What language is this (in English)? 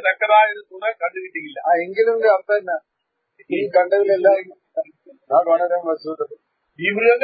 Malayalam